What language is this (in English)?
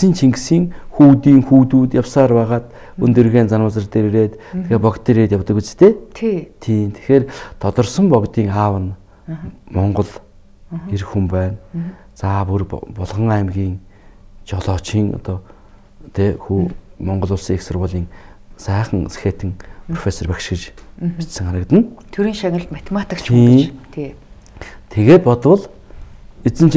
Mongolian